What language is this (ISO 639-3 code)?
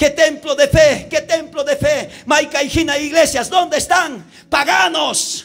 quh